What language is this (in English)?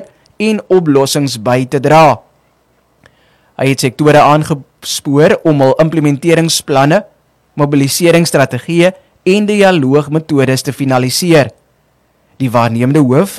Afrikaans